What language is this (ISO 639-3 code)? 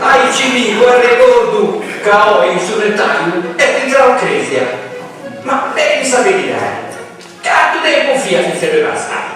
srd